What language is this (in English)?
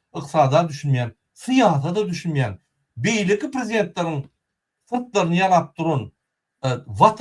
Turkmen